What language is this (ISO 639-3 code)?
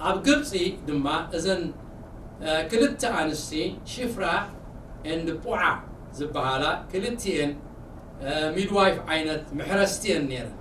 tir